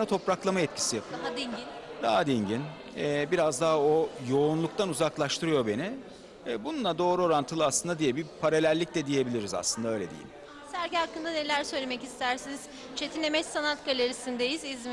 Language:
Turkish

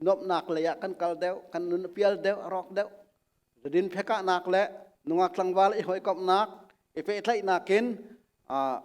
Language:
Hakha Chin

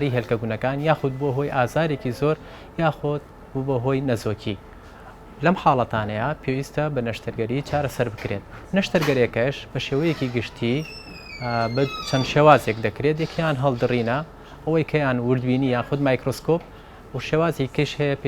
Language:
Central Kurdish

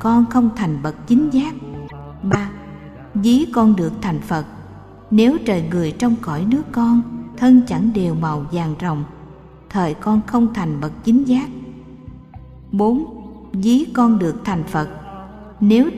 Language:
Vietnamese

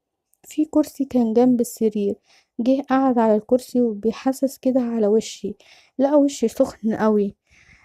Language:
Egyptian Arabic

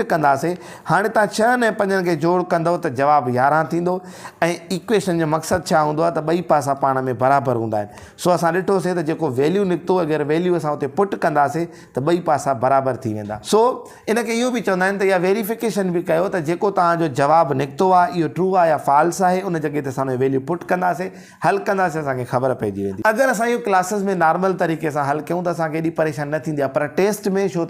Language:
Sindhi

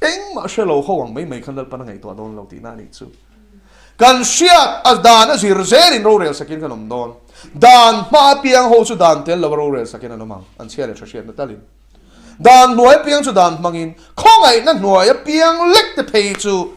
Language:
Mizo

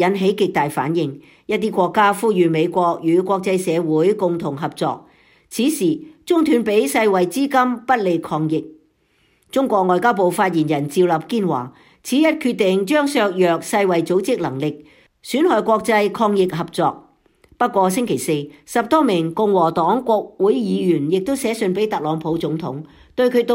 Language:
Cantonese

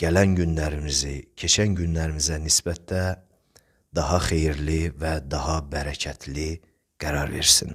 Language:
Azerbaijani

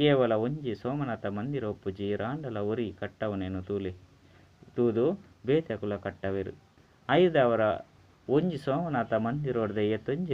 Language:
Tulu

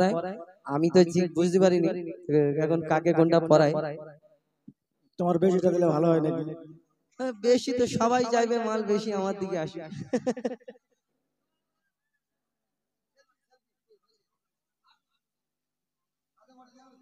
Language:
Bangla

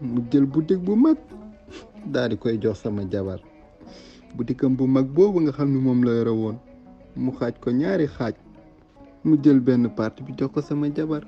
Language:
Wolof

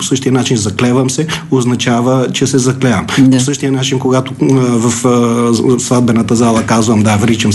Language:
Bulgarian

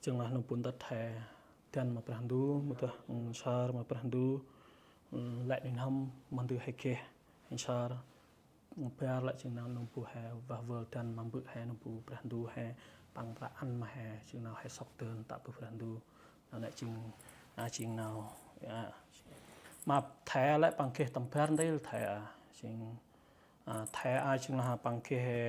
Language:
Central Mnong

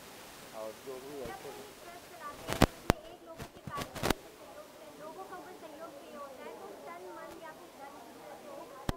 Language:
Hindi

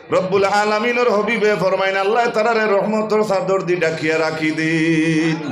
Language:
Sylheti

